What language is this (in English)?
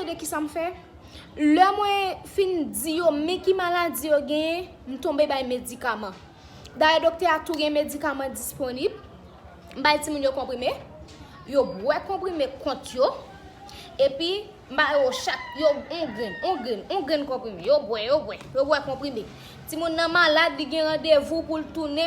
Haitian Creole